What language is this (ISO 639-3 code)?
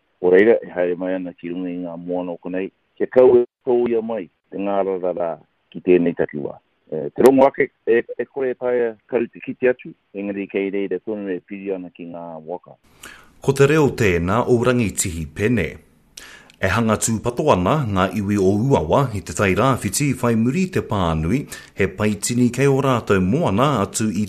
mri